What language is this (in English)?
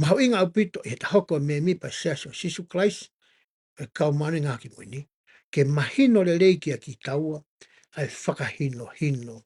Tongan